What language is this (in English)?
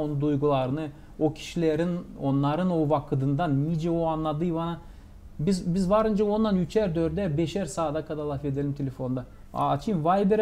Gagauz